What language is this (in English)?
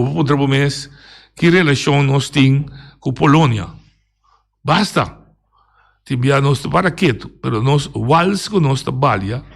Papiamento